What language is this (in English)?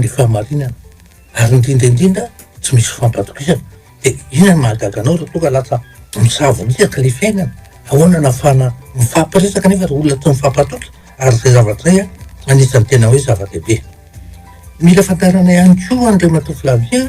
Malagasy